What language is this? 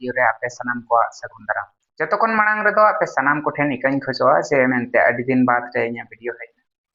Santali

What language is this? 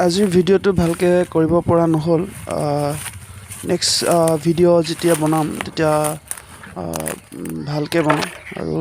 Assamese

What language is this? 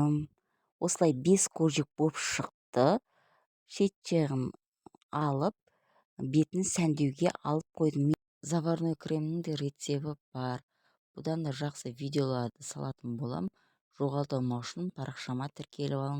Kazakh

